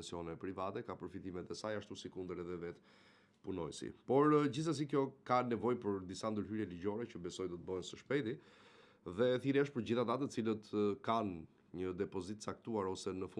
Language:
Albanian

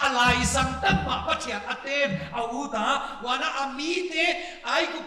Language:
Paite Chin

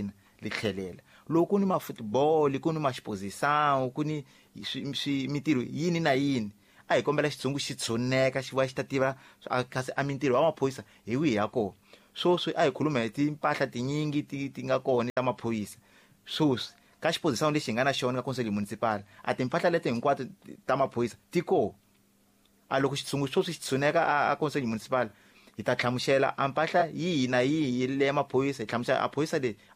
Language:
Tsonga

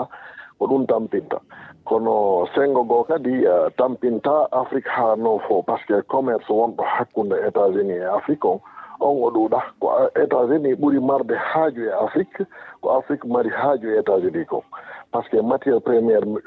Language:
Fula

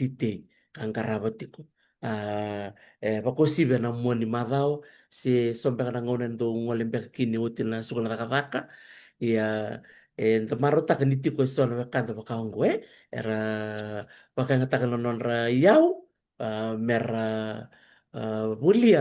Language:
Fijian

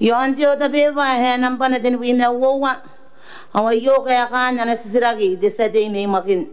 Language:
Gilbertese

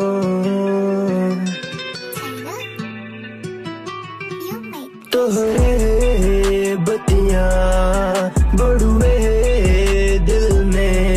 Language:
Bhojpuri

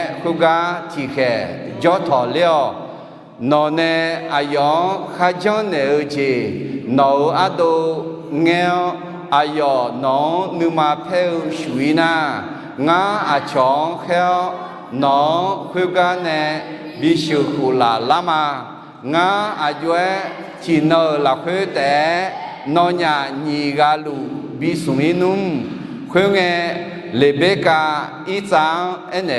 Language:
Akha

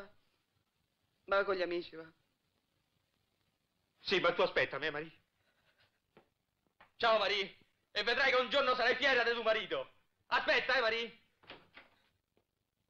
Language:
Italian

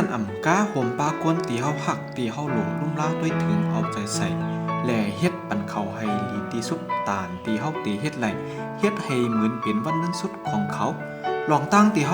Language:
Shan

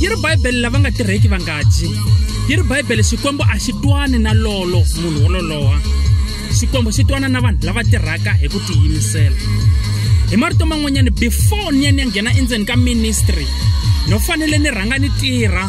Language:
Tsonga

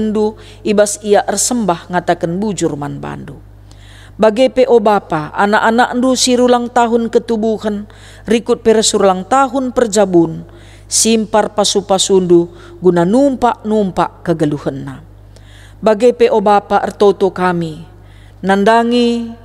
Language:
Batak Karo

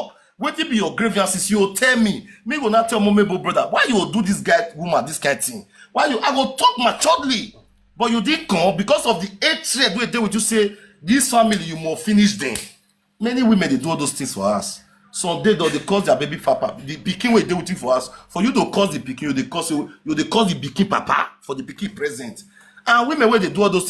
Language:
Nigerian Pidgin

